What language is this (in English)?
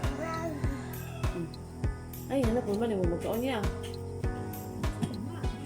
Cebuano